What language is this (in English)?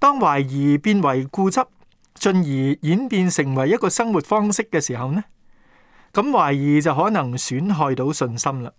Cantonese